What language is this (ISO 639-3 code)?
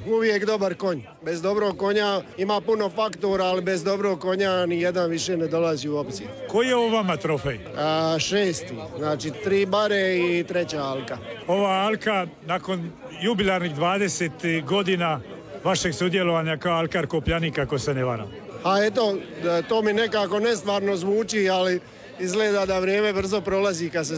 hrv